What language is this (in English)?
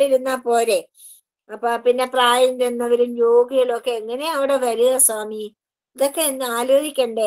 Malayalam